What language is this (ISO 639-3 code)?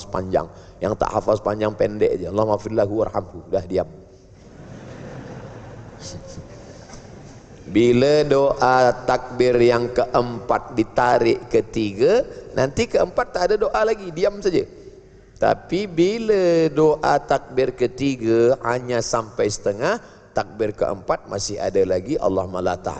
msa